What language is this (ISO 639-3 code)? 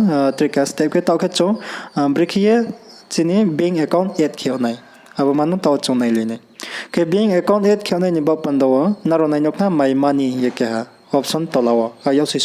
ria